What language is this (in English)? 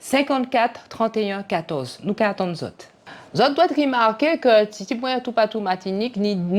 Guadeloupean Creole French